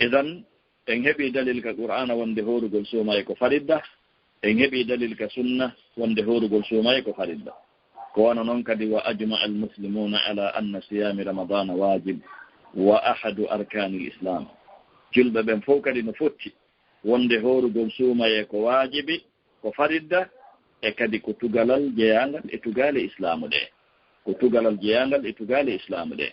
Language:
Fula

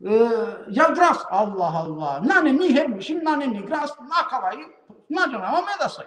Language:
Balkan Romani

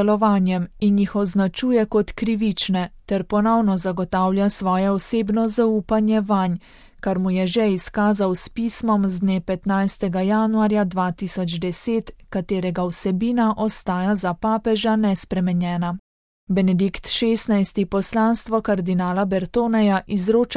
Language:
Slovenian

